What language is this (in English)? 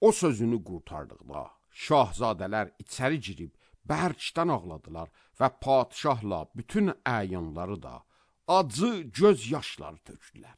Azerbaijani